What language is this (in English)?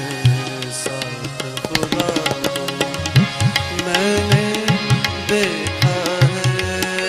Urdu